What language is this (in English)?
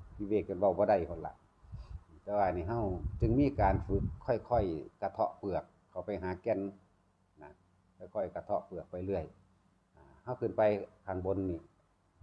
Northeastern Thai